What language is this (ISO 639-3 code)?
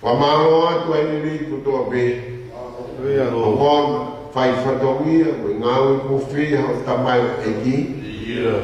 ton